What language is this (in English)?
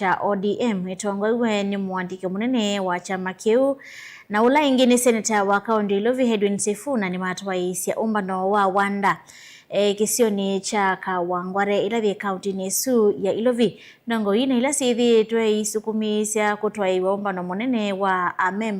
Kamba